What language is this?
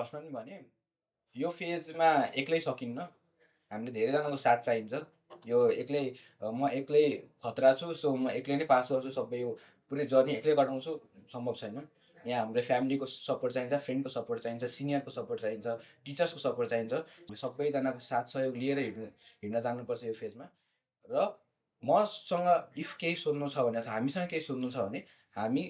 Nepali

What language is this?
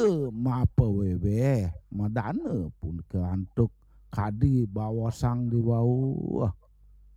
Balinese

